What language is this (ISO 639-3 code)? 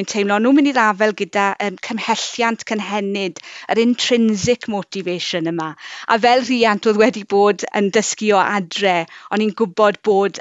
cym